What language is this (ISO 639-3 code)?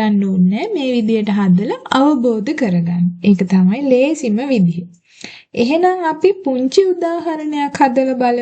sin